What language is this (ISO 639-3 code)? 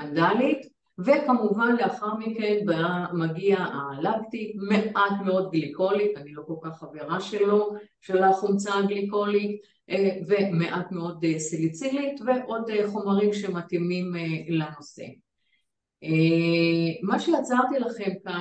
heb